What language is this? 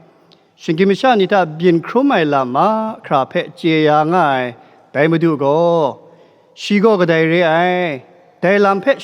Kachin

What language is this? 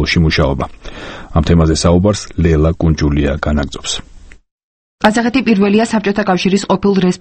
Georgian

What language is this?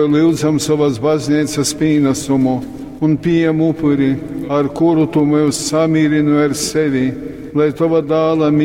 Latgalian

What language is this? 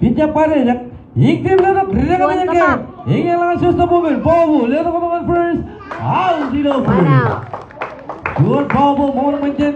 Marshallese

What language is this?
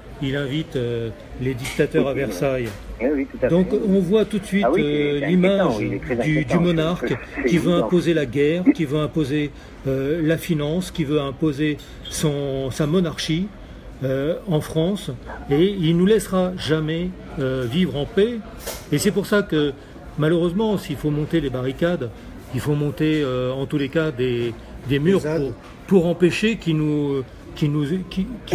French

